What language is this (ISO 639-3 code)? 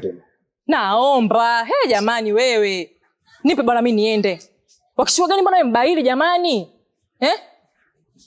swa